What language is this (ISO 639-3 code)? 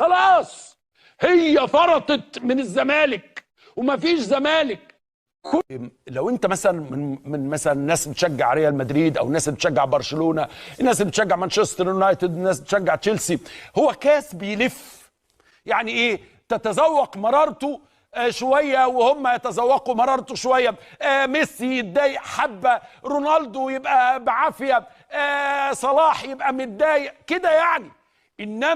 arz